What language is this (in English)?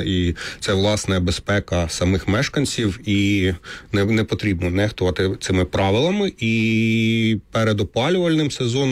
Ukrainian